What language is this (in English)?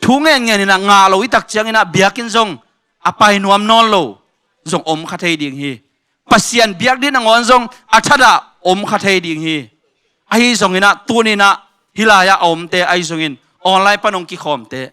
Tedim Chin